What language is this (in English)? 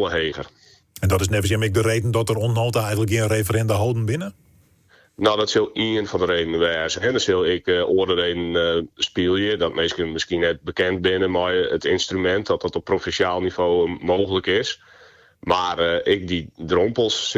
Western Frisian